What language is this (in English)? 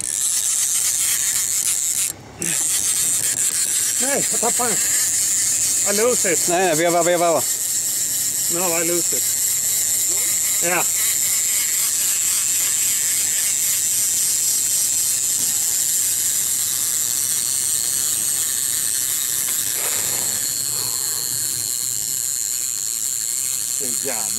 Swedish